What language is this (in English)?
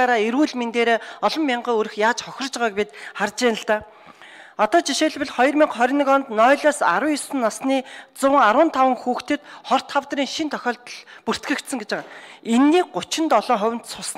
Mongolian